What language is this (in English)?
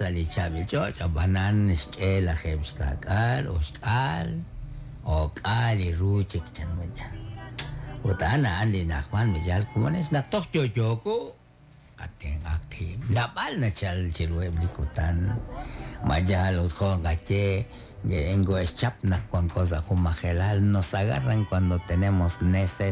Kekchí